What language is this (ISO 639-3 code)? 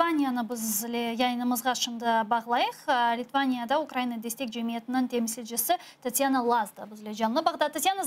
crh